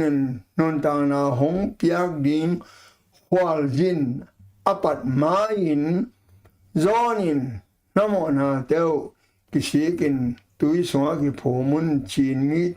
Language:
Tedim Chin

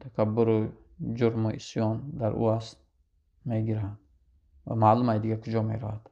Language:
Tajik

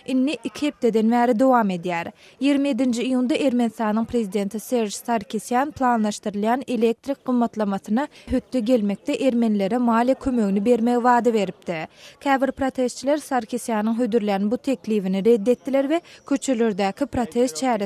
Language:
Turkmen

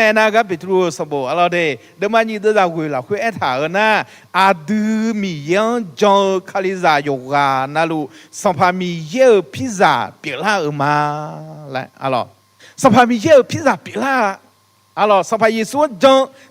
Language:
Akha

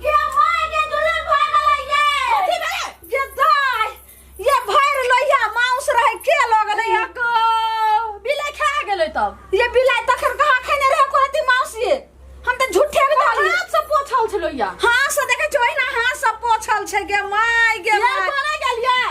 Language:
Maithili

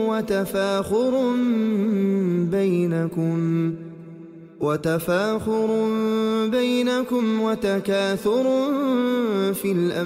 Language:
Arabic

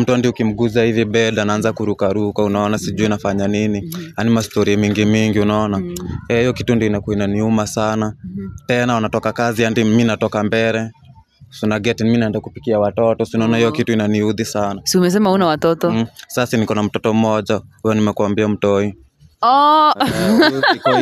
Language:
Swahili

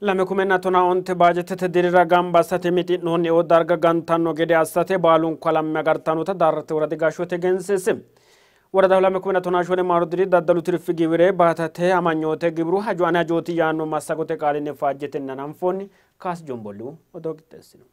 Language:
Sidamo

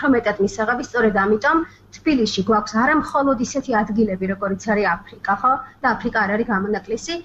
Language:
Georgian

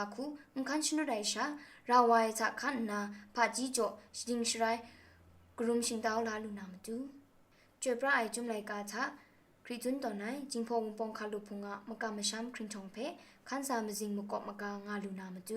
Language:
Kachin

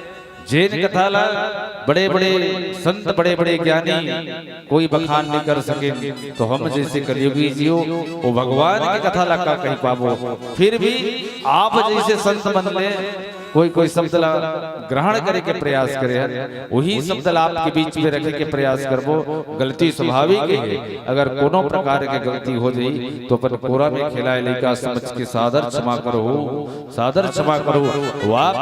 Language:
Chhattisgarhi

